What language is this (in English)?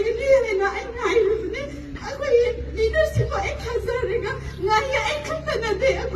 Manipuri